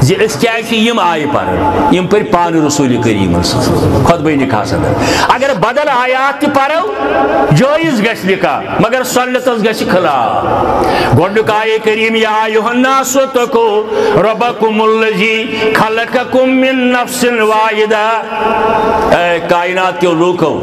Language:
Kashmiri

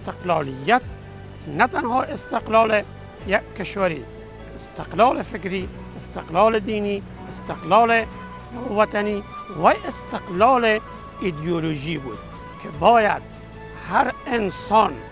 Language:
Tajik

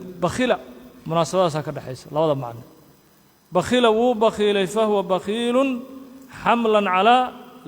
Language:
Somali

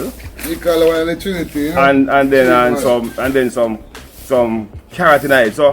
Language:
Jamaican Creole English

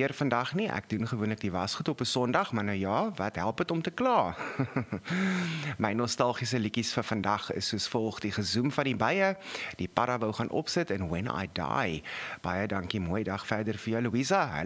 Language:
Afrikaans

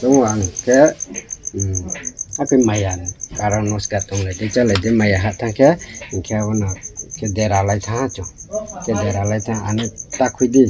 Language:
Riang (India)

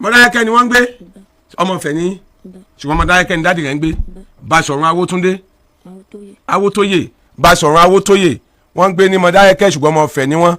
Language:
Yoruba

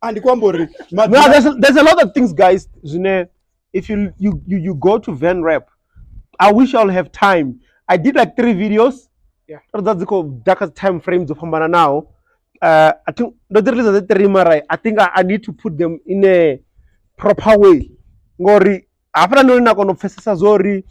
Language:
Venda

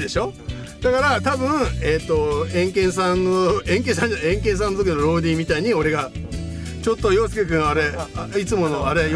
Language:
Japanese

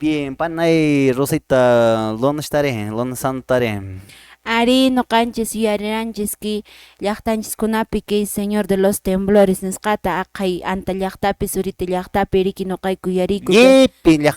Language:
Quechua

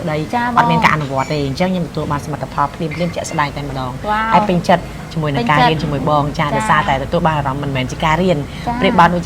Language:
Khmer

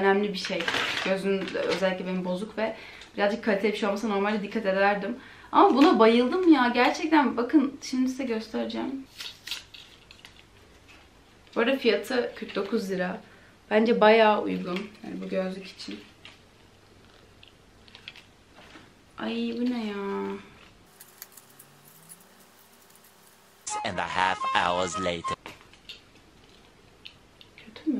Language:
Turkish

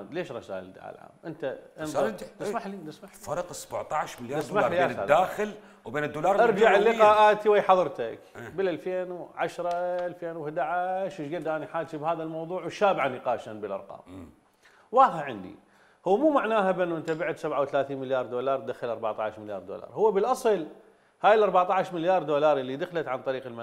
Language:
Mesopotamian Arabic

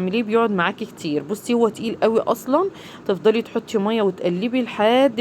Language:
Egyptian Arabic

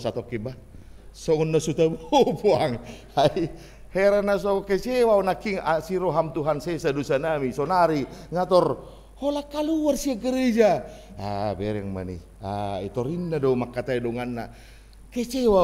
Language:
Batak Toba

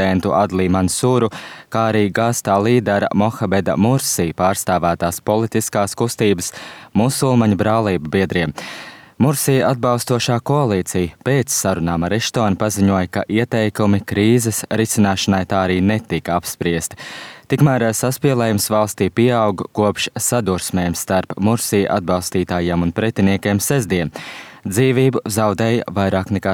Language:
Latvian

